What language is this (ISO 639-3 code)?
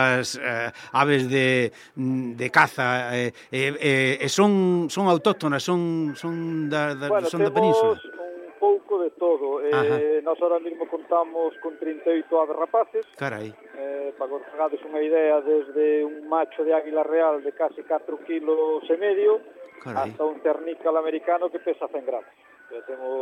glg